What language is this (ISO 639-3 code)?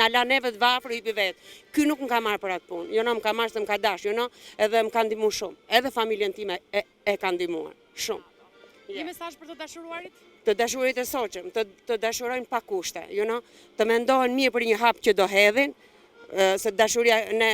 sqi